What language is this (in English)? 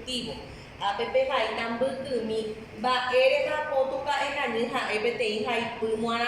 Guarani